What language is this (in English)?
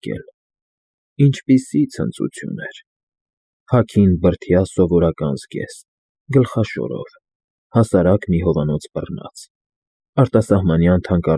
Armenian